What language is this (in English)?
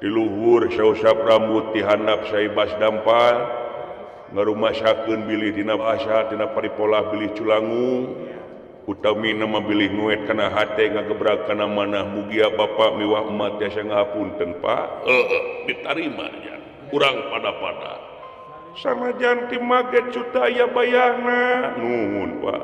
Sundanese